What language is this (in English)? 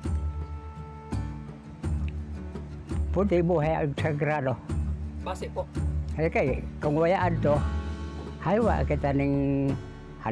Filipino